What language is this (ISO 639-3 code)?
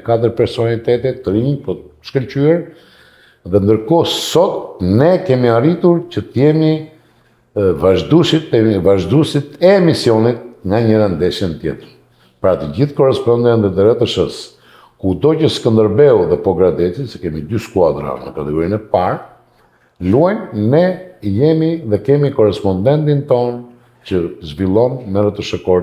sqi